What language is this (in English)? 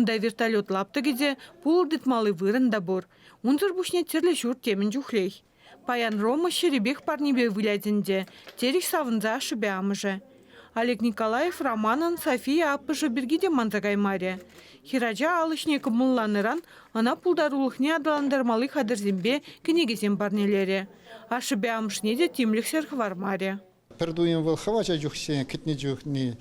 Chuvash